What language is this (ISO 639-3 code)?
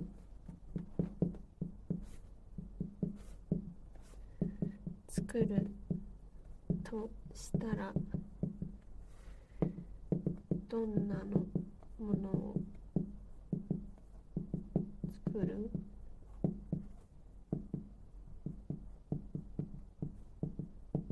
jpn